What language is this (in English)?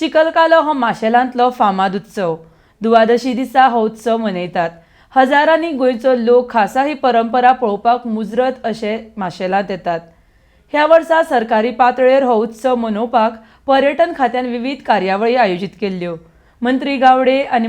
Konkani